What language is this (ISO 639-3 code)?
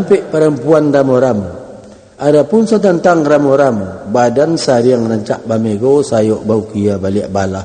min